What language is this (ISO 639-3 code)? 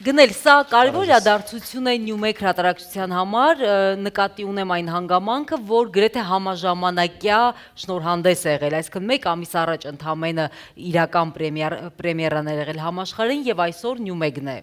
hye